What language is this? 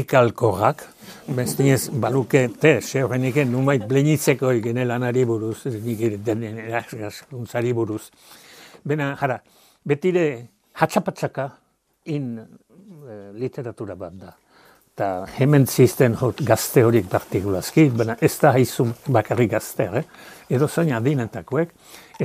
Basque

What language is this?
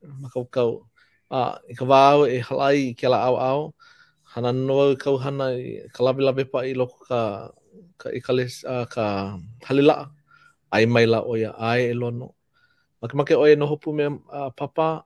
Hawaiian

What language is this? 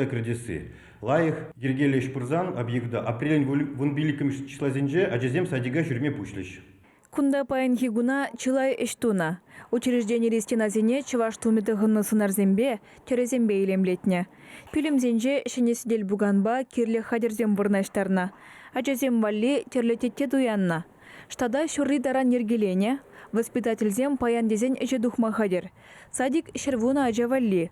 Chuvash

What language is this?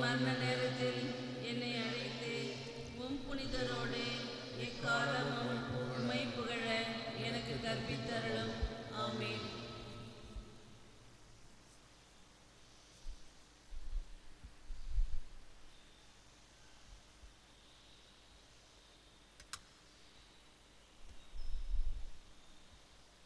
Tamil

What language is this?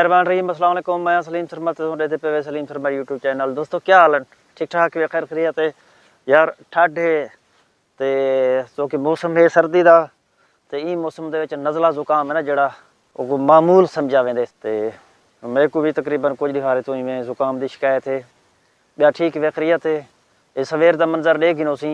Saraiki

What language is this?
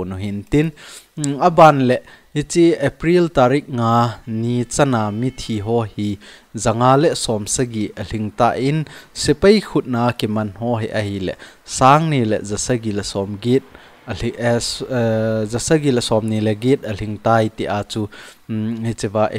Thado Chin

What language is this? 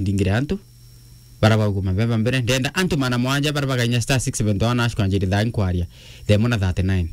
Meru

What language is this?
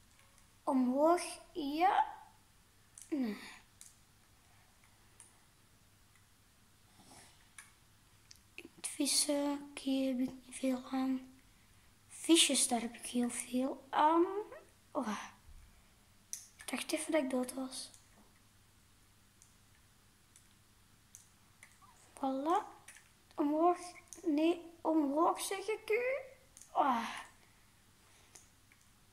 Dutch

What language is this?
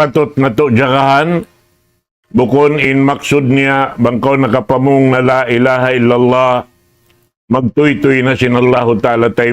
Tausug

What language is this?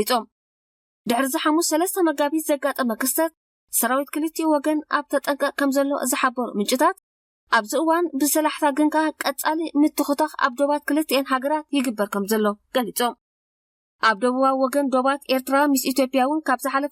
Tigrinya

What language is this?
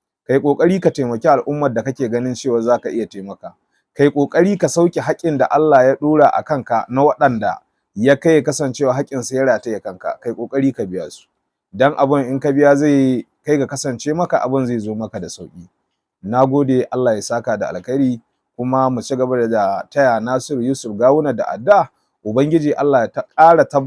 Hausa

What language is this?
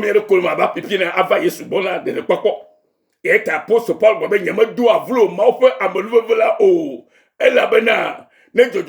Ewe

